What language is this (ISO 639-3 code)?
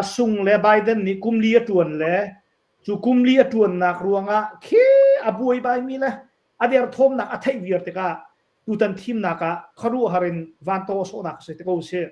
cnh